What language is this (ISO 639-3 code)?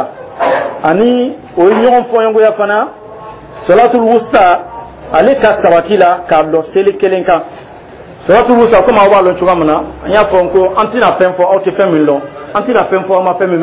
dyu